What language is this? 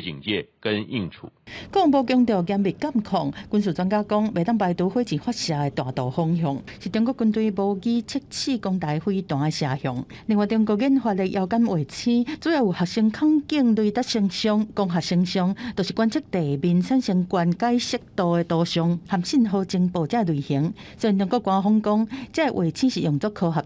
Min Nan Chinese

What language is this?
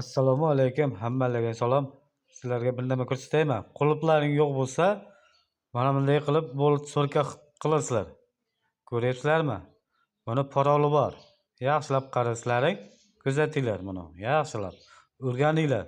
Uzbek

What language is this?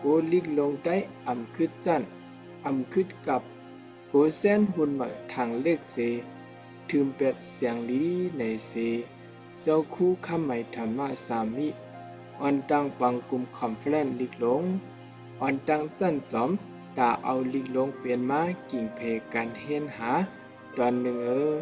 Shan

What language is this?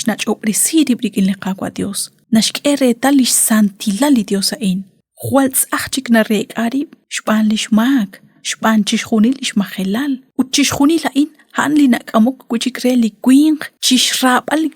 Kekchí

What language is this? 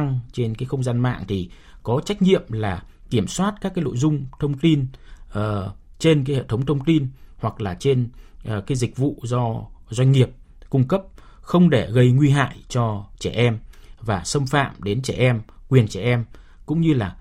Vietnamese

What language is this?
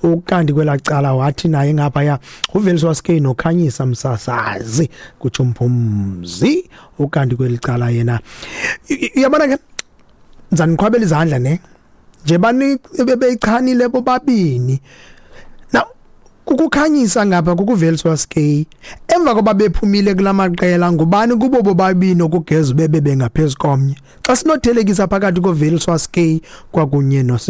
Xhosa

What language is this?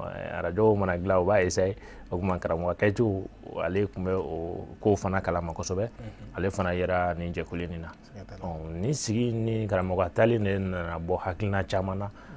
Bambara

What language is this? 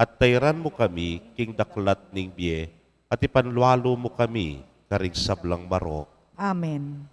Pampanga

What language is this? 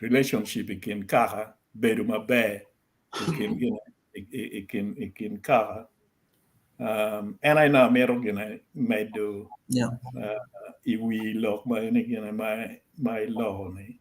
Acoli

